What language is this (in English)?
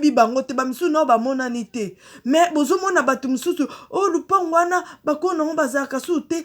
Lingala